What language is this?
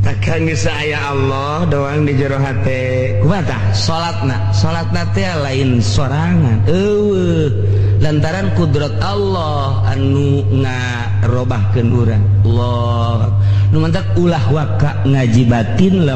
Sundanese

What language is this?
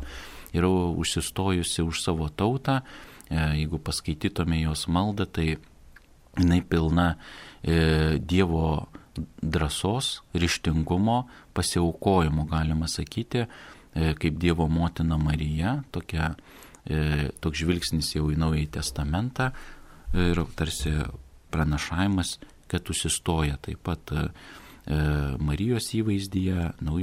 Lithuanian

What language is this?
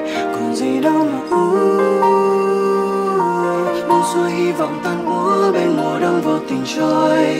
Vietnamese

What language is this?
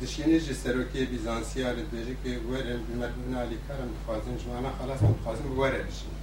Kurdish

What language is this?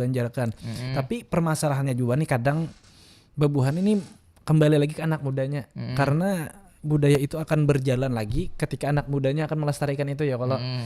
Banjar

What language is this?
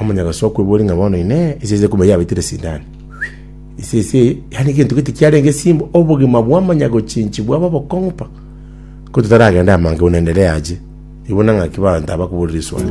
Gusii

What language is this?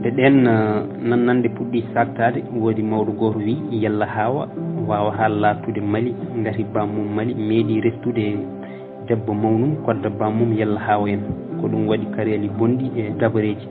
Fula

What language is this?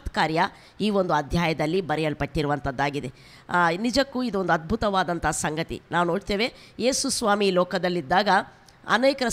Kannada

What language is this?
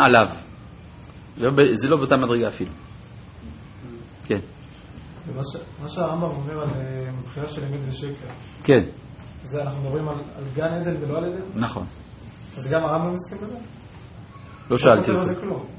Hebrew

